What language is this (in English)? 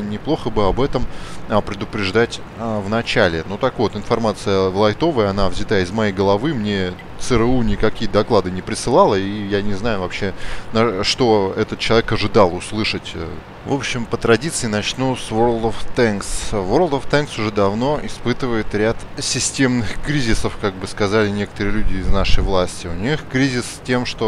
Russian